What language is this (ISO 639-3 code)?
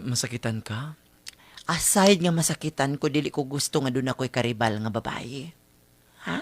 ceb